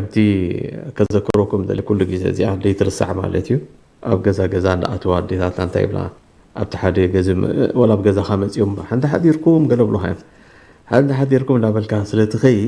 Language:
Tigrinya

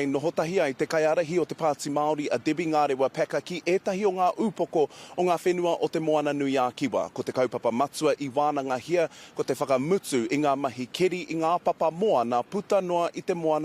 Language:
Māori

